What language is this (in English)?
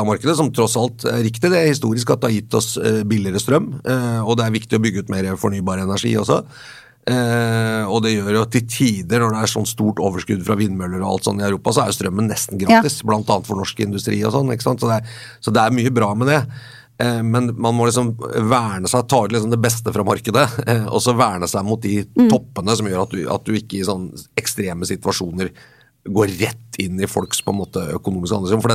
Norwegian